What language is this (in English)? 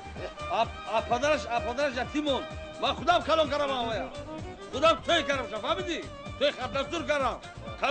Tajik